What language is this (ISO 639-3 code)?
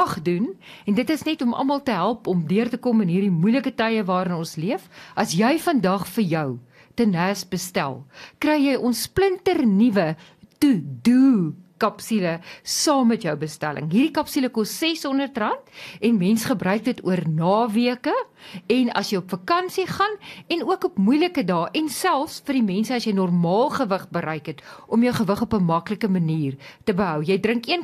afr